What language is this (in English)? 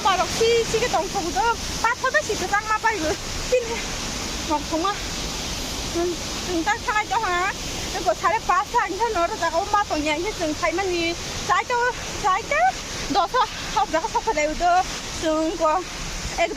Kok Borok